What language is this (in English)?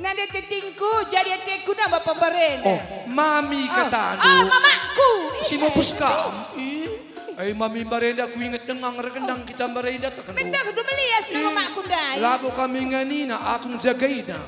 Batak Karo